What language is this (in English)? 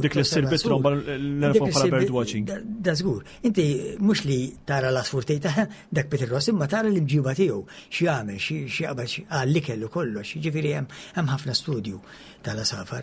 Maltese